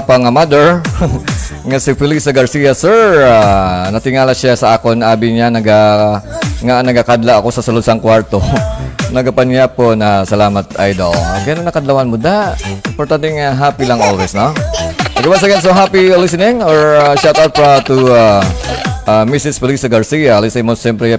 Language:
Hiligaynon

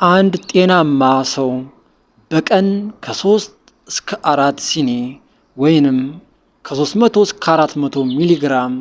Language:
Amharic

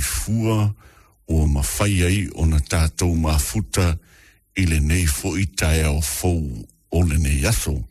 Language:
Samoan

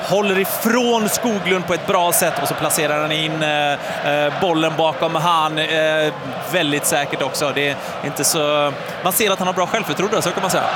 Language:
Swedish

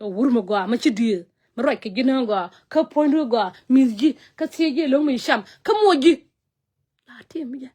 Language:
Nuer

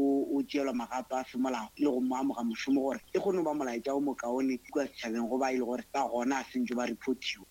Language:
Northern Sotho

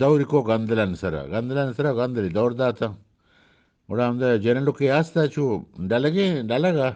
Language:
Eastern Balochi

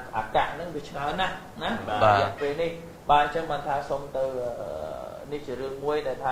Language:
Khmer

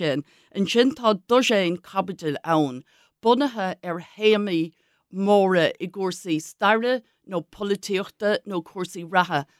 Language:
Irish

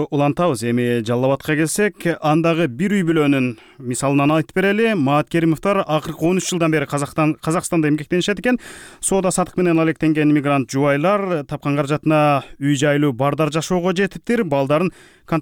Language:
Kyrgyz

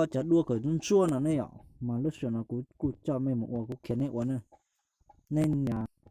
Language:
Hmong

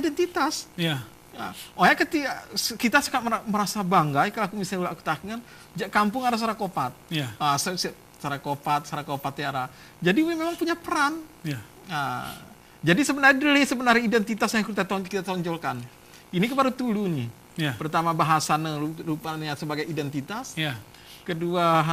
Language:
Gayo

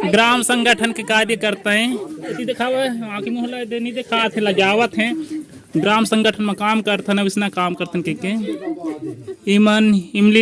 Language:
Chhattisgarhi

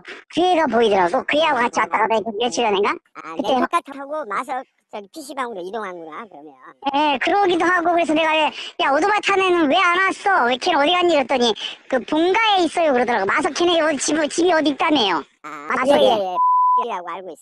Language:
Korean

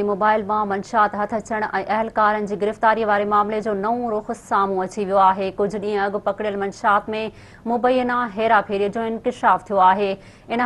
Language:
Sindhi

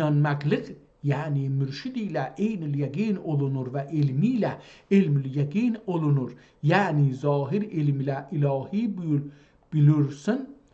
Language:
South Azerbaijani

